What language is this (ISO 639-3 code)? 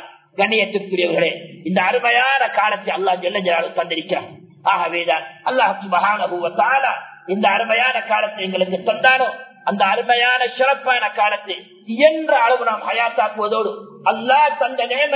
tam